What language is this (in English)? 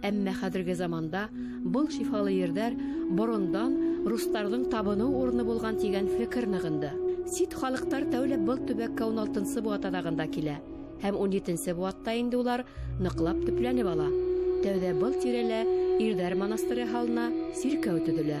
Bashkir